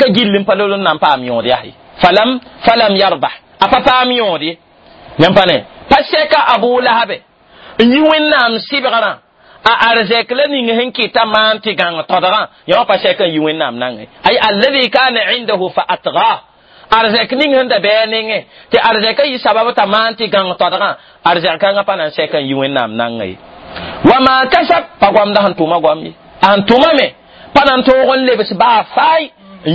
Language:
Mossi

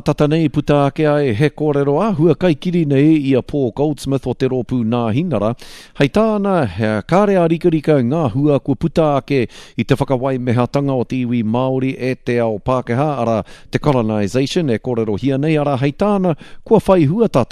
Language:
Māori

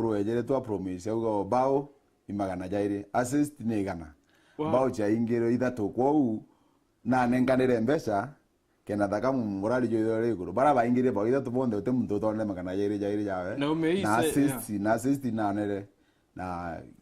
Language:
Meru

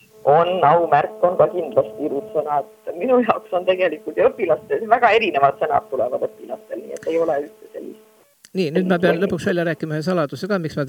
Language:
Estonian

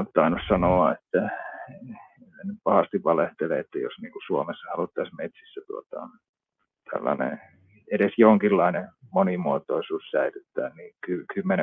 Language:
Finnish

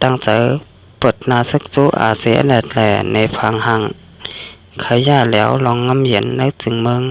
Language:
Shan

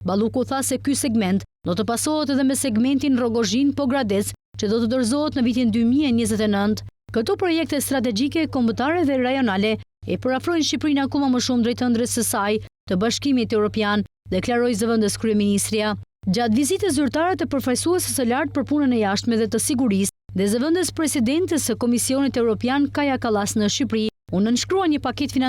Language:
Albanian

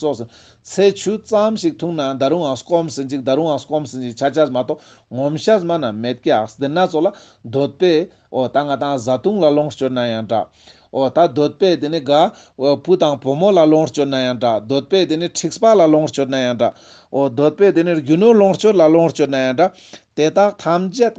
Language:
Ladakhi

